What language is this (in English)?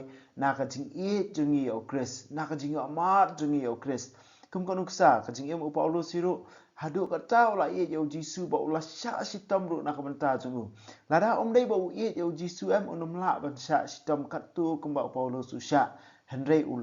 Khasi